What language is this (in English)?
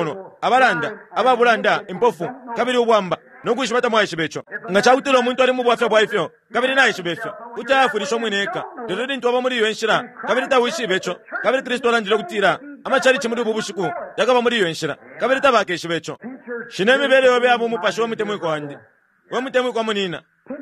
Bemba